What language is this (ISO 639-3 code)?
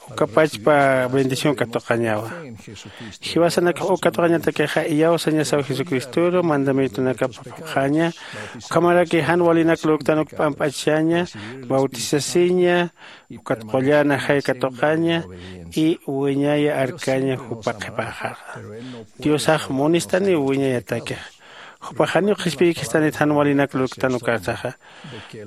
aym